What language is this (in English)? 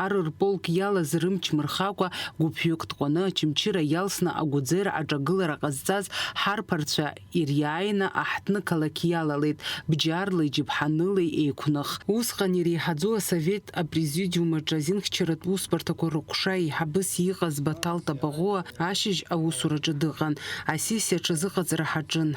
Abkhazian